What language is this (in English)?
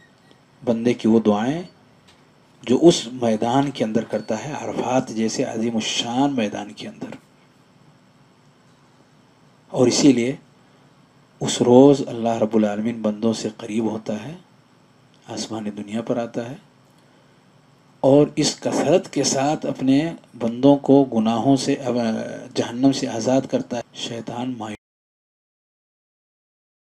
Urdu